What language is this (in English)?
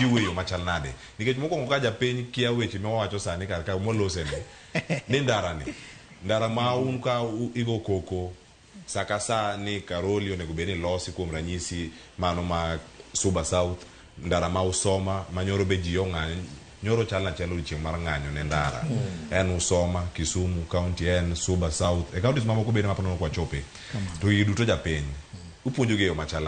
Luo (Kenya and Tanzania)